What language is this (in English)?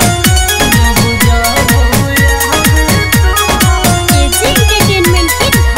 Bhojpuri